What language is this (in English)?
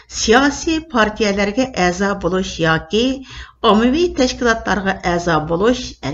Uyghur